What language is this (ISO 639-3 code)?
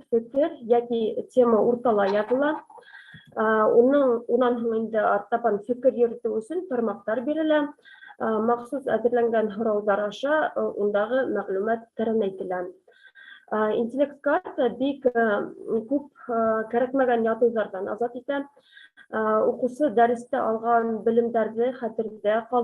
bak